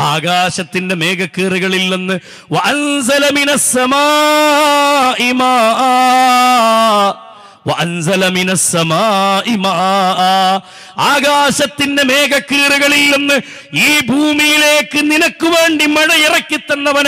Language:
Malayalam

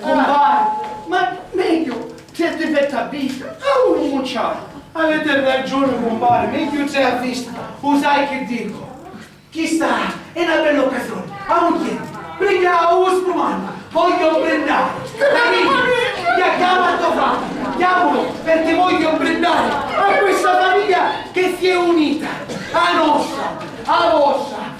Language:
Sicilian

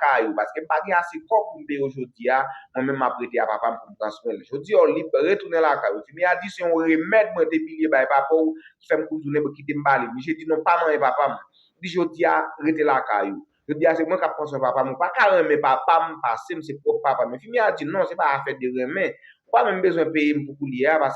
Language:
Haitian Creole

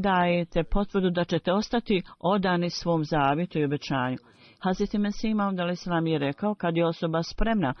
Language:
Bosnian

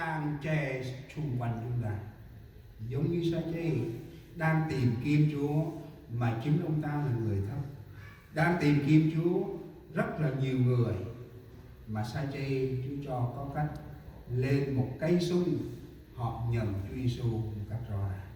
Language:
Central Mnong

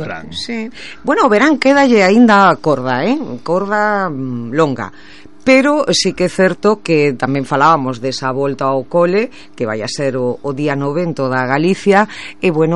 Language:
Galician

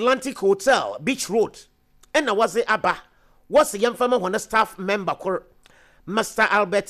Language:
Akan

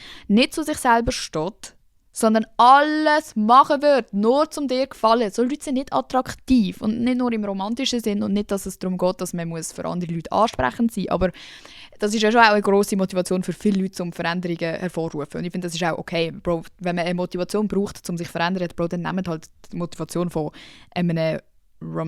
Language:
Swiss German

